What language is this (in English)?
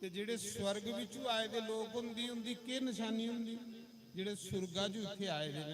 Dogri